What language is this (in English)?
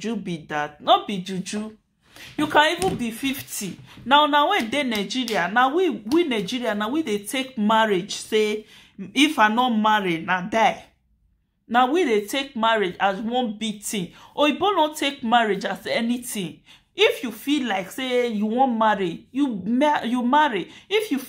Nigerian Pidgin